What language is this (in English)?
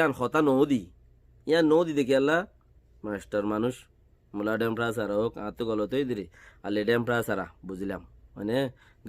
Rohingya